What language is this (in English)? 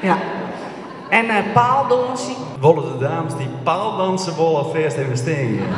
Western Frisian